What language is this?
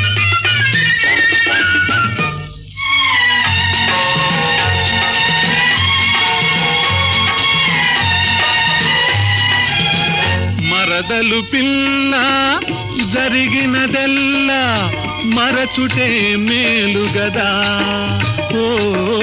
Telugu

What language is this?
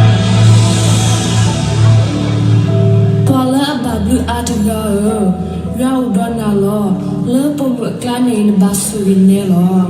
S'gaw Karen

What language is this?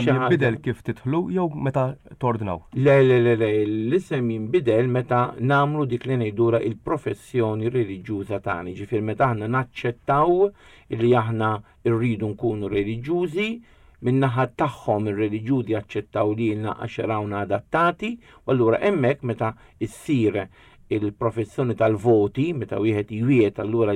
Maltese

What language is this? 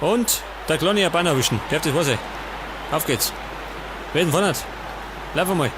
Bavarian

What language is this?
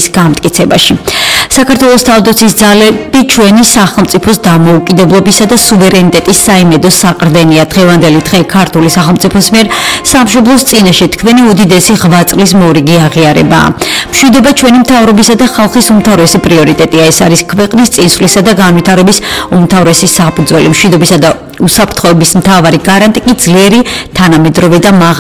Georgian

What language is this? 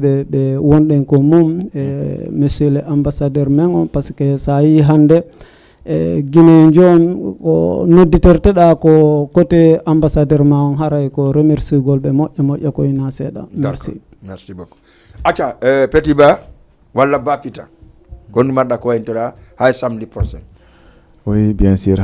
Fula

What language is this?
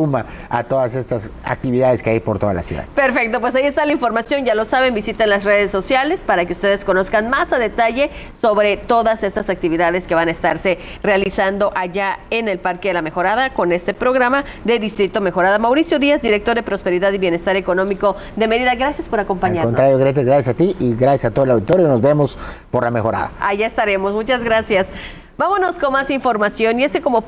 Spanish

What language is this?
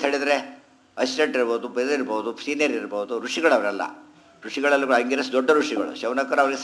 Kannada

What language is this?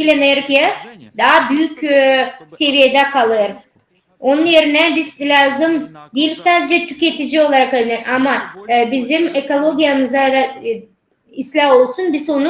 Gagauz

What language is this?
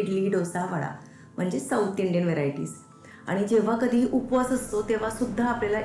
Marathi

